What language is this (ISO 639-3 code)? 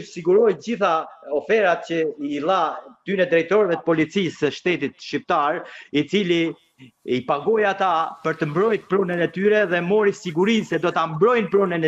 sqi